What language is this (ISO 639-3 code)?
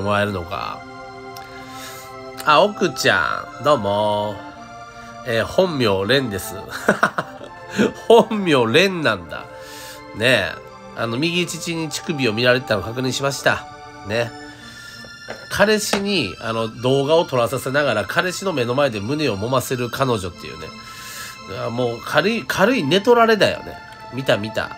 jpn